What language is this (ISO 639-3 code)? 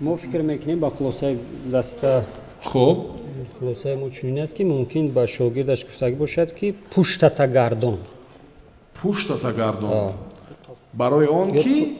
tgk